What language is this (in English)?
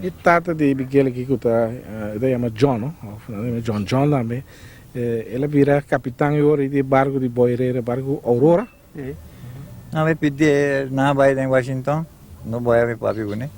Papiamento